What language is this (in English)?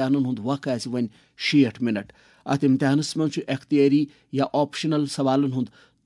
Kashmiri